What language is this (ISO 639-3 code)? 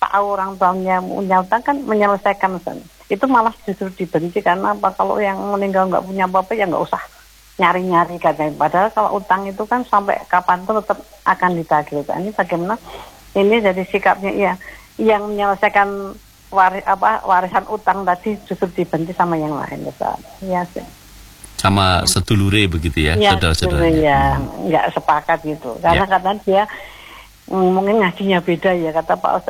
ind